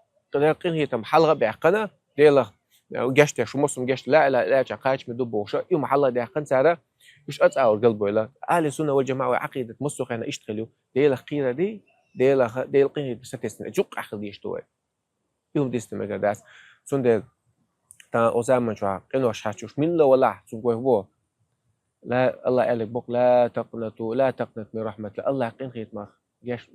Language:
Chechen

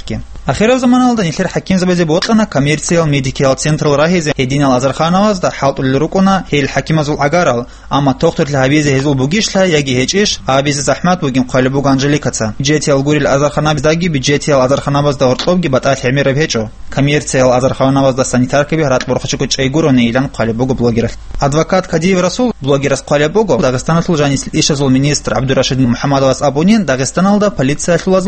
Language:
Avaric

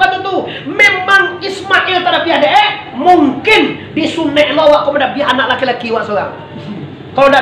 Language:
Minangkabau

